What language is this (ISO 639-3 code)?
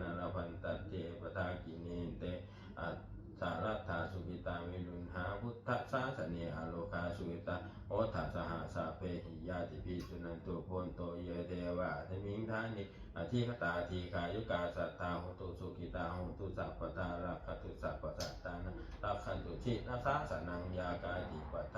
pli